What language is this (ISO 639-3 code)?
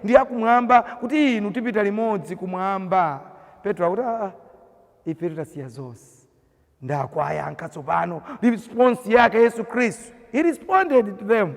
nya